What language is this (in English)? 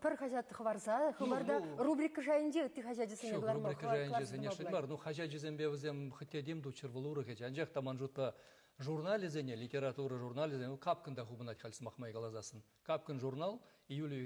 Chuvash